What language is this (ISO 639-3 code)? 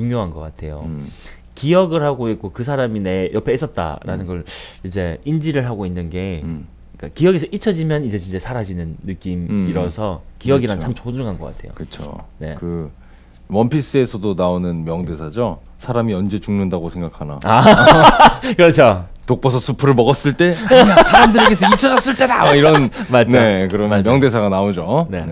kor